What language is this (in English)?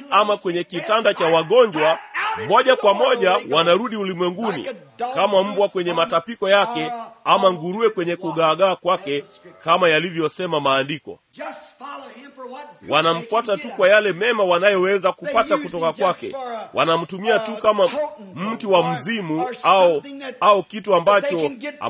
Swahili